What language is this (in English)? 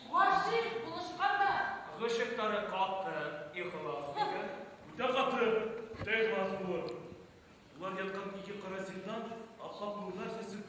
Bashkir